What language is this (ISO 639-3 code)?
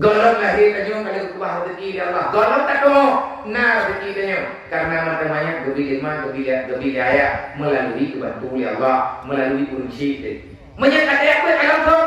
ace